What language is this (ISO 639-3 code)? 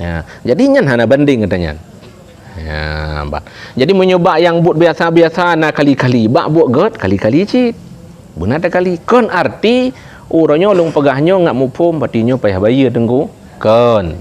ace